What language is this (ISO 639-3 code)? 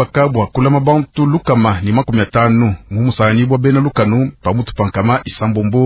lua